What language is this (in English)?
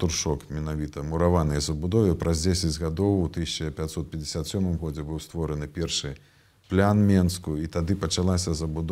Belarusian